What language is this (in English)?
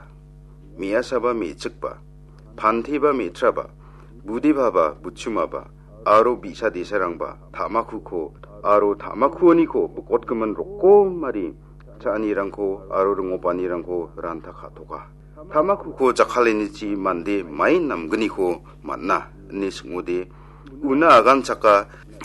Garo